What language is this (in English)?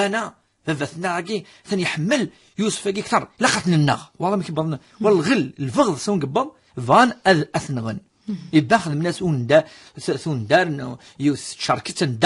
Kabyle